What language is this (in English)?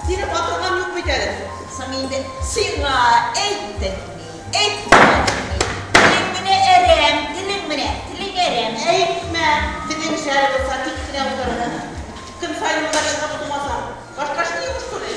Tatar